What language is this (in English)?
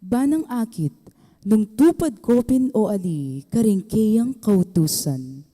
Pampanga